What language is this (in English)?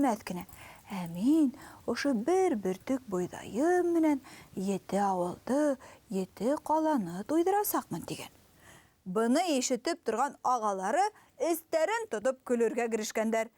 Bashkir